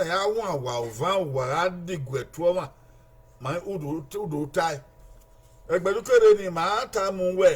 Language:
Bini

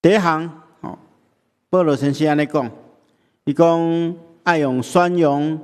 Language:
Min Nan Chinese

